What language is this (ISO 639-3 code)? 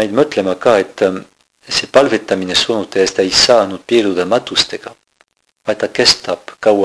est